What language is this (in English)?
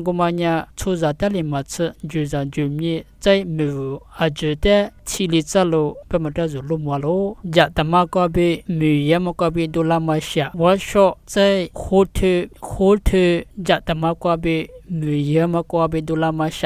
Lisu